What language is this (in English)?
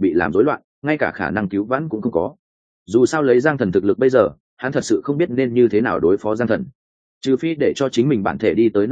Vietnamese